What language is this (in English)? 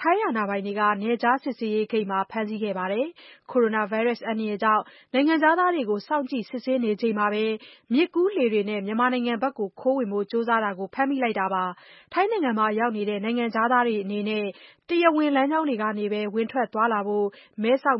Burmese